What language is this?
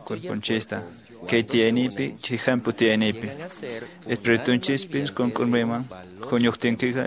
Quechua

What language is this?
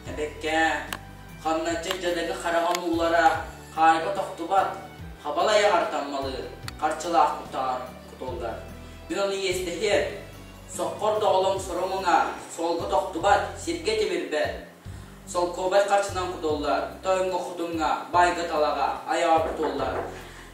Yakut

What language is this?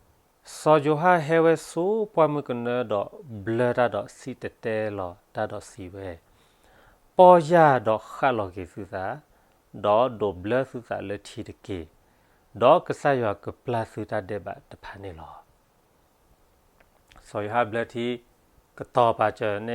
S'gaw Karen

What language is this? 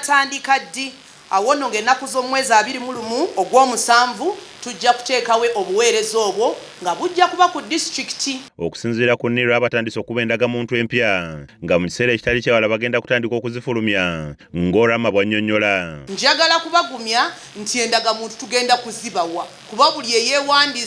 Ganda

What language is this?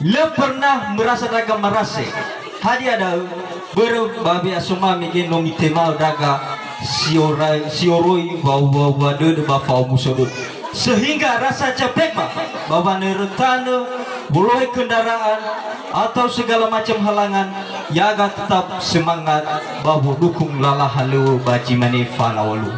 Nias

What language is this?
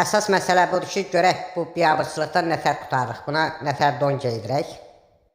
Azerbaijani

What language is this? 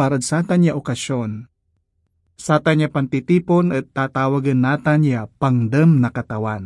Pangasinan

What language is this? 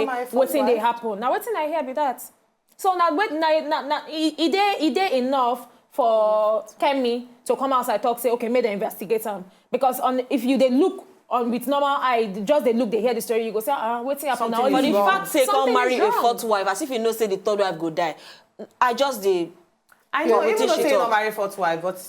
Nigerian Pidgin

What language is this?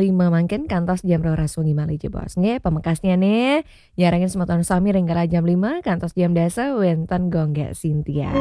Balinese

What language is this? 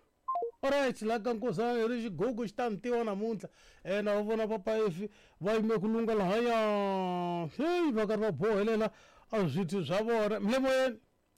Tsonga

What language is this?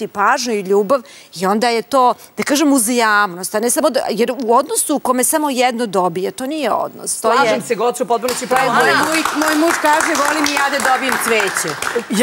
Serbian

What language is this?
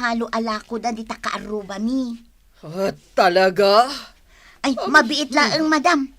Iloko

